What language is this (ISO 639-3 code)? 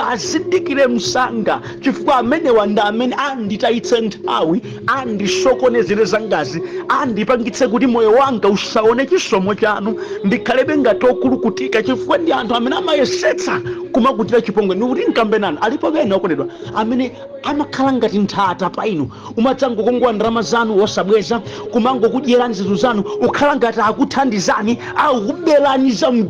nya